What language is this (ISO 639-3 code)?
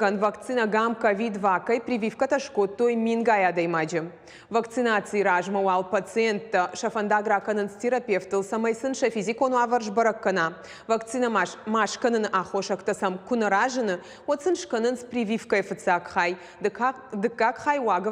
oss